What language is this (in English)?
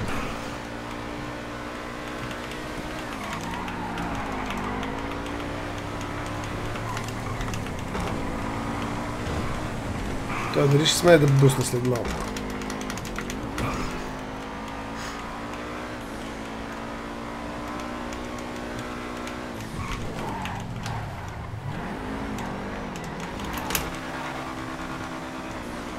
Bulgarian